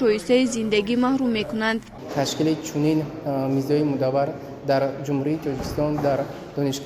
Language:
Tajik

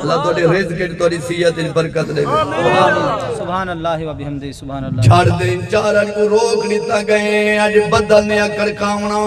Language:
Saraiki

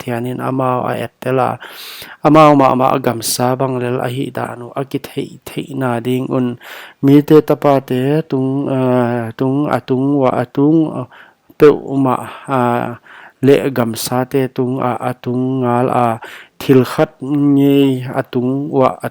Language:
Paite Chin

